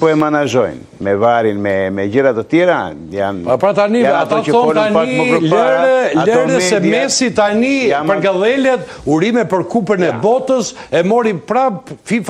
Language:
Albanian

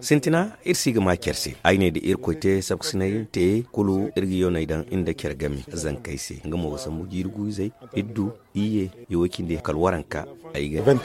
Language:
Zarma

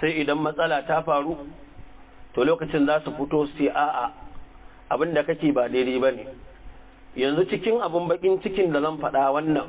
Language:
Hausa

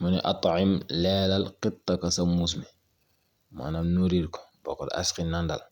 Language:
Wolof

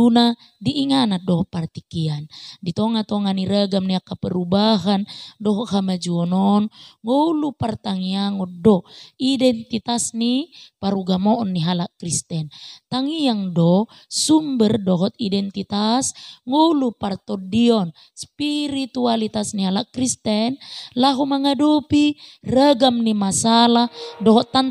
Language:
Batak Toba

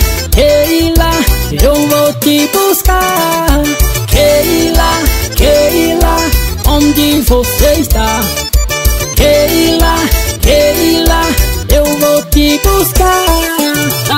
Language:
Portuguese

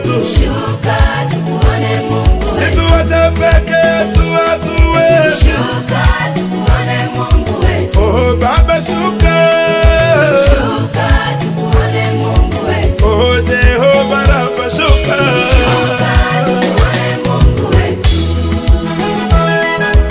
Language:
Swahili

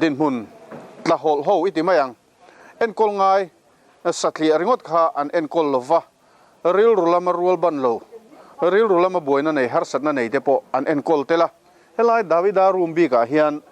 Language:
Mizo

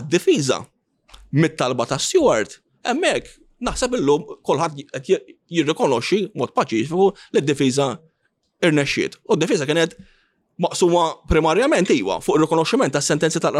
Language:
Maltese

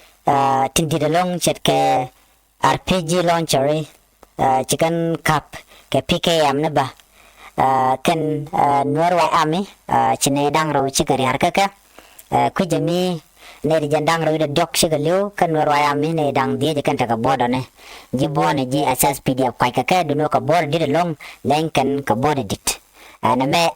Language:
Nuer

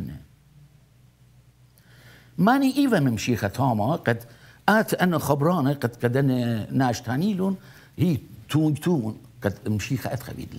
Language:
Assyrian Neo-Aramaic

